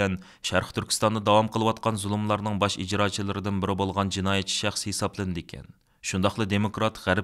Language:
Uyghur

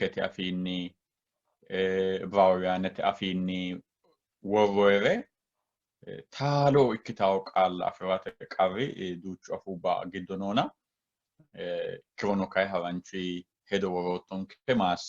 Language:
Sidamo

